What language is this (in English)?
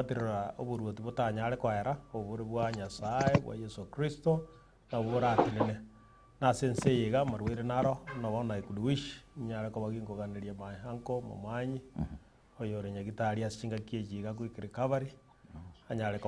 Gusii